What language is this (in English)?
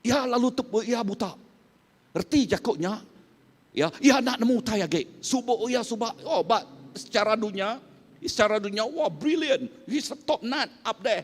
Iban